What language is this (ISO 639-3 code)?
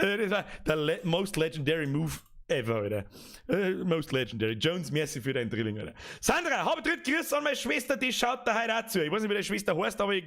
bar